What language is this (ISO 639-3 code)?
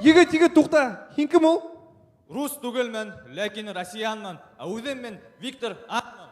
bak